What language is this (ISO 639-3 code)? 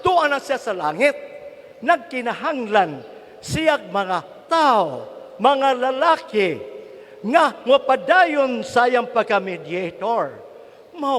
ceb